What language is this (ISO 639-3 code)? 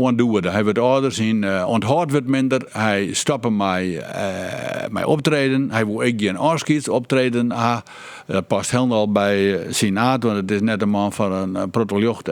fry